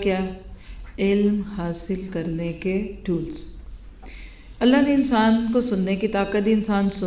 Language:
Urdu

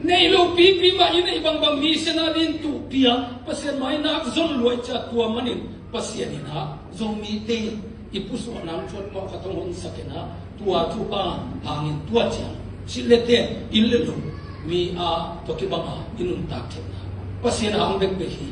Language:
Tedim Chin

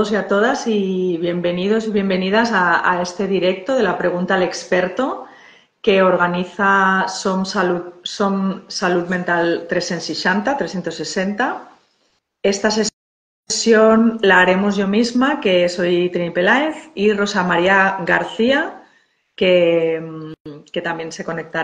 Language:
Spanish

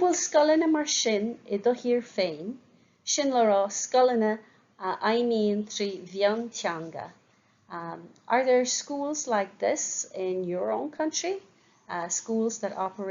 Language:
Irish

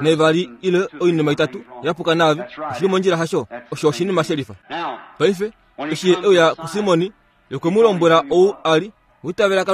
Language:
Kuanyama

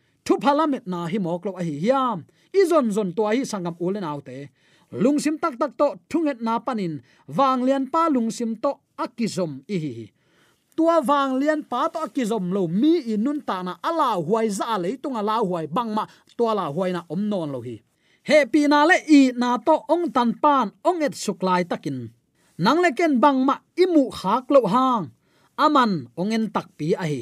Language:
Tedim Chin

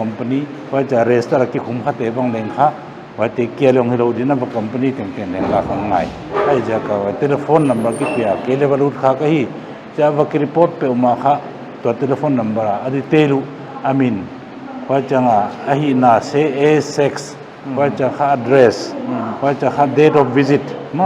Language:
Paite Chin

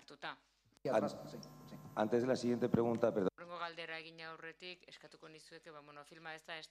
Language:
Basque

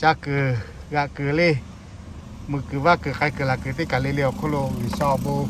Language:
Lahu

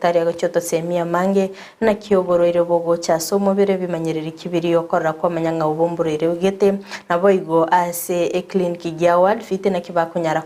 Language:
Gusii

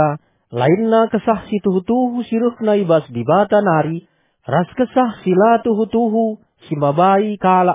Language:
Batak Karo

